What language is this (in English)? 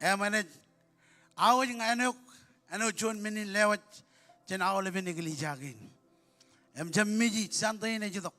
Marshallese